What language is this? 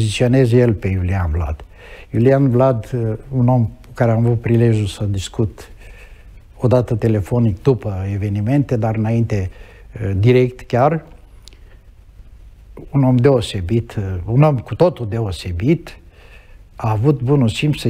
Romanian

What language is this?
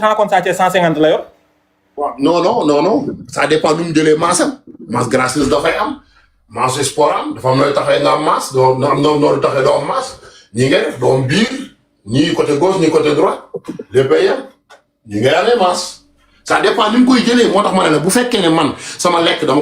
Wolof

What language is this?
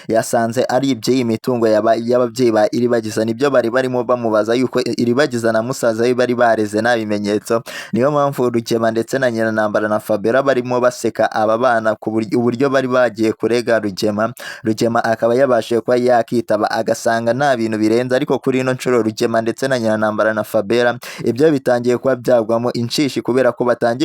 Kinyarwanda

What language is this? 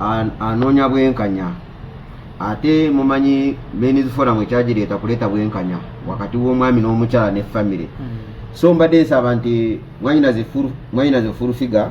Ganda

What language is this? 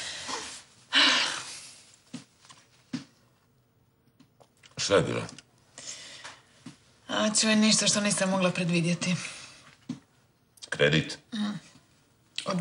Croatian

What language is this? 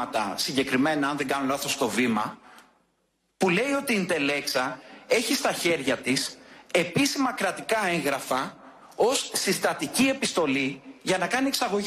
Greek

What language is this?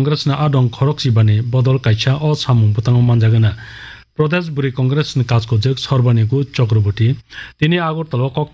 Kok Borok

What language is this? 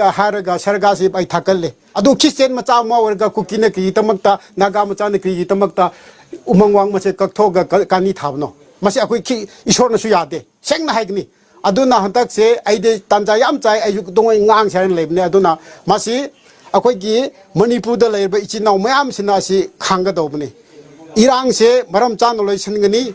Manipuri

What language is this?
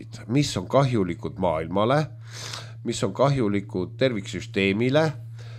Estonian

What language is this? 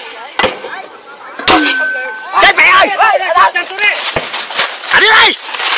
Vietnamese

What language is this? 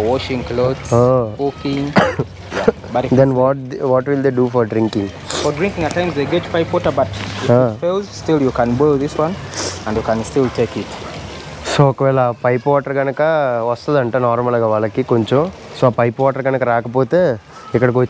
Telugu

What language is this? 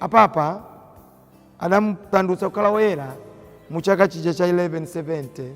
Nyanja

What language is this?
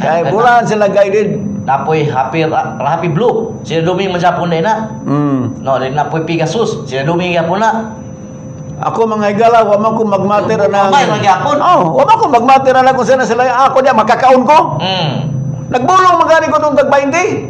Cebuano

